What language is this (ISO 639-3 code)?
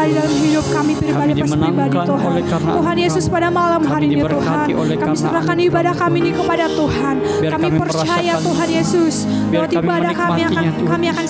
ind